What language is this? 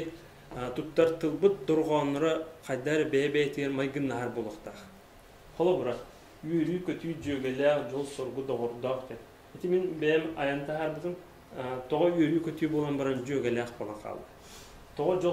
Yakut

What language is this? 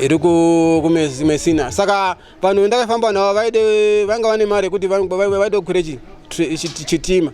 Shona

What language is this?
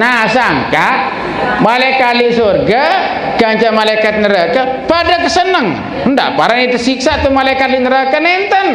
Sasak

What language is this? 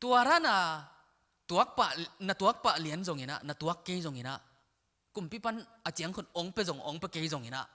Tedim Chin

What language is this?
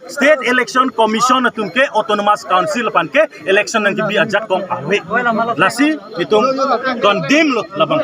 Karbi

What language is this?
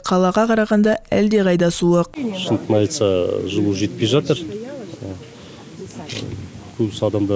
Kazakh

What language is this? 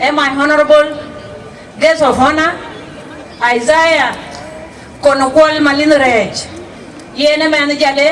Dinka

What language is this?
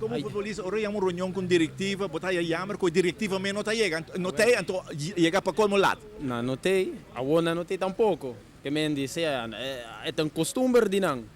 Papiamento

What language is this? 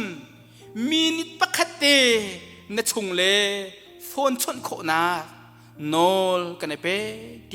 Hakha Chin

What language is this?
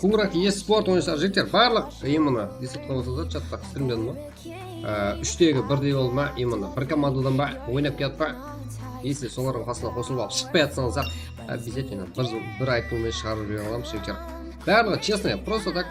Kara-Kalpak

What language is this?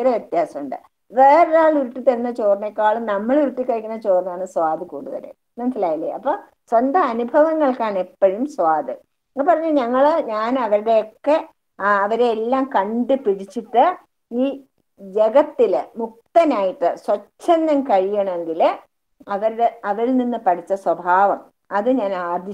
Malayalam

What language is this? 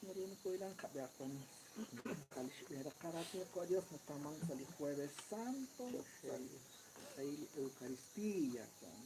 Kekchí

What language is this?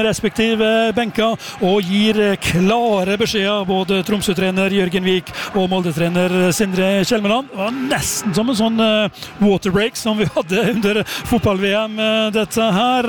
Norwegian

